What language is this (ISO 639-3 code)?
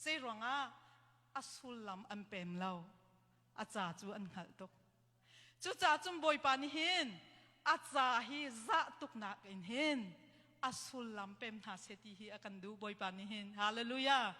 cnh